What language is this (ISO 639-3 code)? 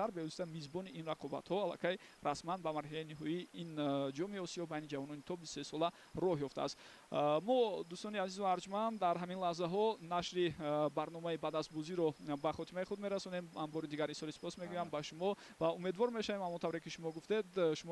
tgk